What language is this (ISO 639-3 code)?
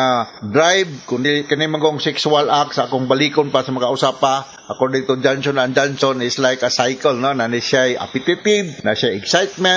ceb